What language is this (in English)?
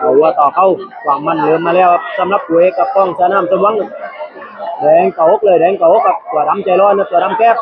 Lao